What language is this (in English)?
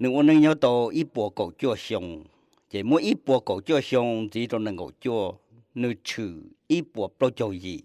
Hmong